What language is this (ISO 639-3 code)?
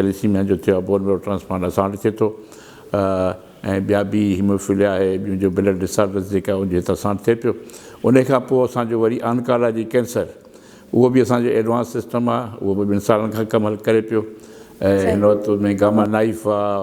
snd